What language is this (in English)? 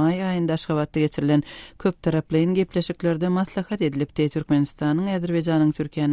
Turkmen